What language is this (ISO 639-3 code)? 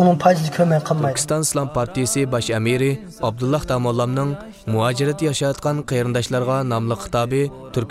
uig